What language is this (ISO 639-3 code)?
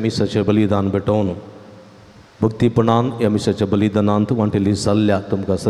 kok